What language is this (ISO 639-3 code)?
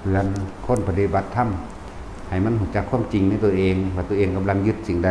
lao